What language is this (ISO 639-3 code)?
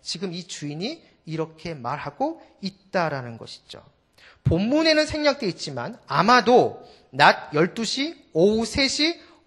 kor